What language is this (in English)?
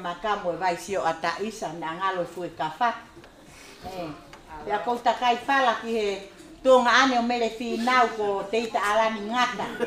Tongan